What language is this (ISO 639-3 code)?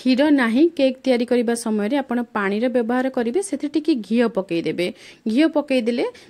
ori